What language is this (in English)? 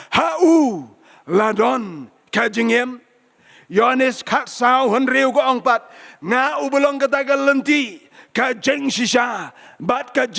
Khasi